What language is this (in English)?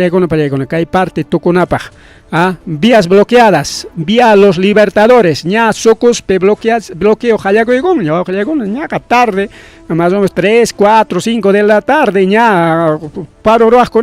Ayacucho Quechua